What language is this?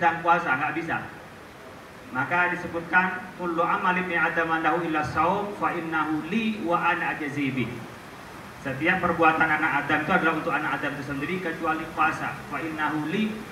Indonesian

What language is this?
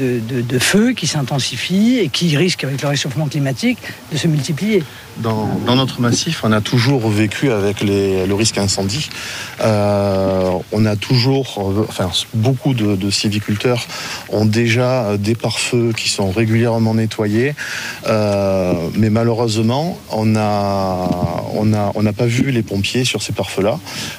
French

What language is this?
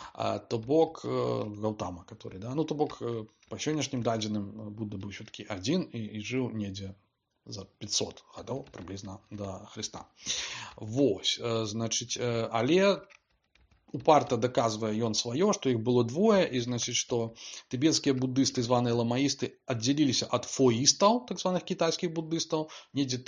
Belarusian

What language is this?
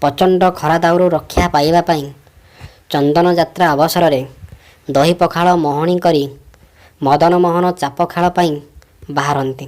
Odia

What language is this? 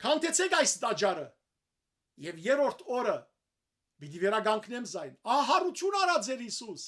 Western Armenian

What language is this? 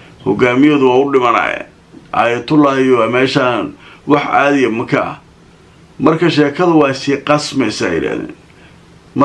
Somali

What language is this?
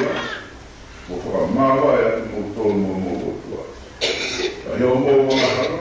Tongan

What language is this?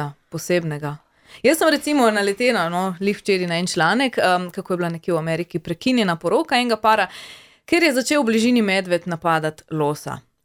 Slovenian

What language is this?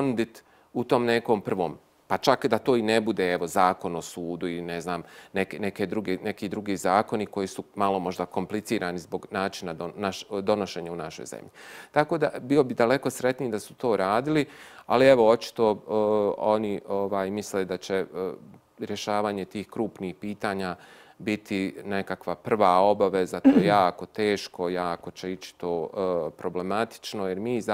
Bosnian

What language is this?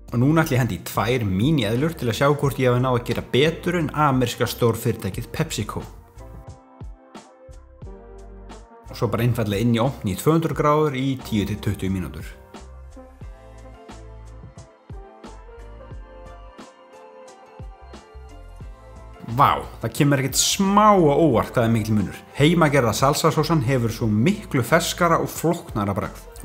Icelandic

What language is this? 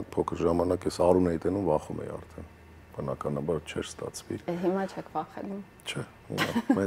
Armenian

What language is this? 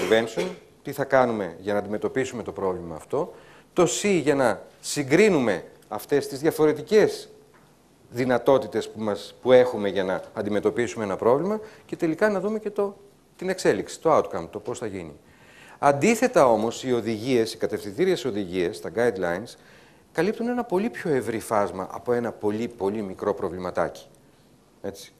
Greek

